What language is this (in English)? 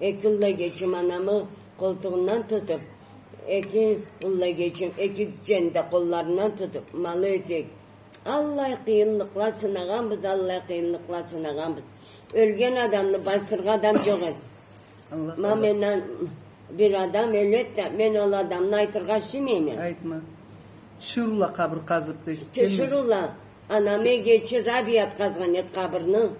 Karachay-Balkar